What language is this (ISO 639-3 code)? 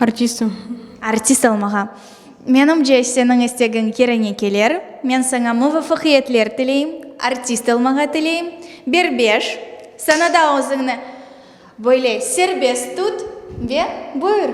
crh